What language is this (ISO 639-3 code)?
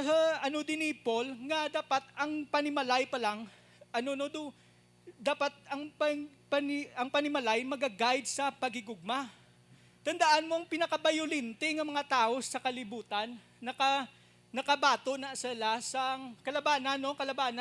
hil